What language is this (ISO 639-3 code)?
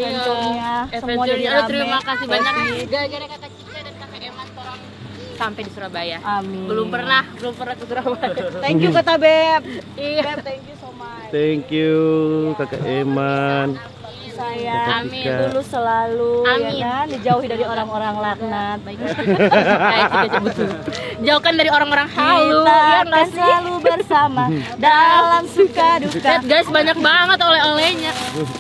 xmm